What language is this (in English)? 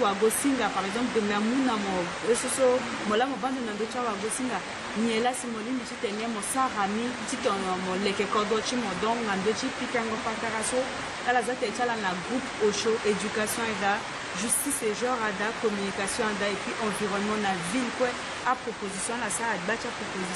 Sango